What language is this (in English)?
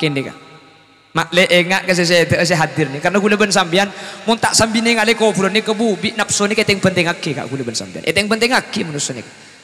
Madurese